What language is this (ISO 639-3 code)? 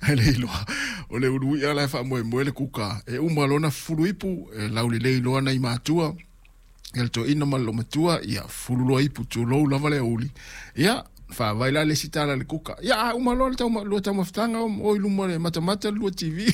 smo